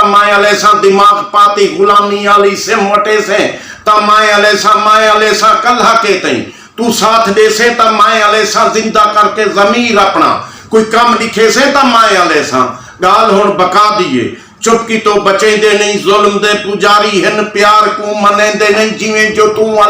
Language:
Saraiki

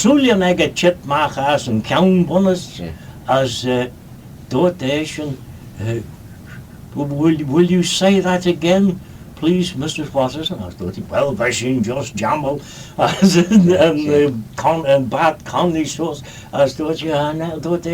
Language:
Manx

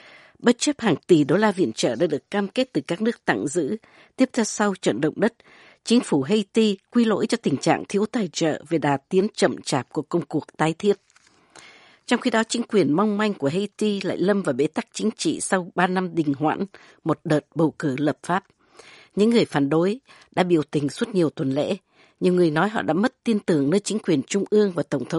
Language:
Vietnamese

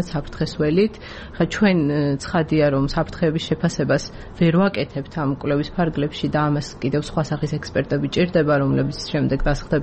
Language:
Georgian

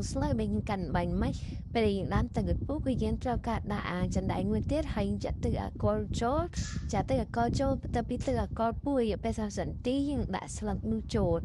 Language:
Khmer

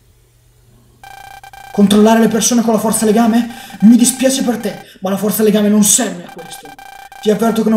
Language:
Italian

